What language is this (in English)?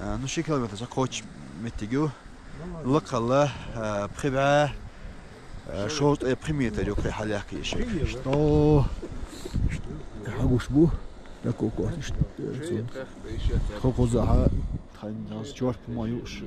Chechen